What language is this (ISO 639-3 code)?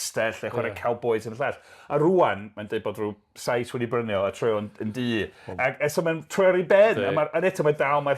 cym